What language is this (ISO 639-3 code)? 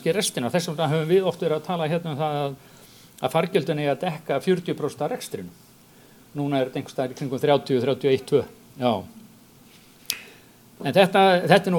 isl